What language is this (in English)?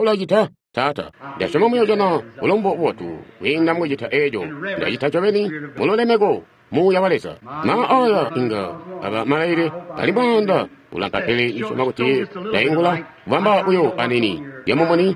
Tonga (Zambia)